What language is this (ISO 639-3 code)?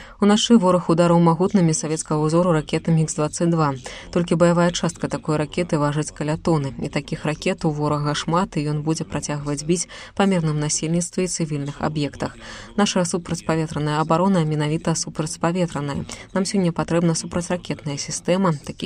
bel